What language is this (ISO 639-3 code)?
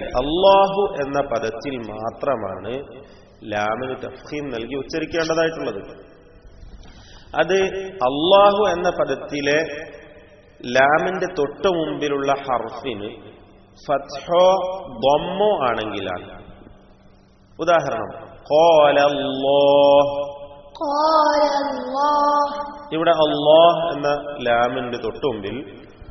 mal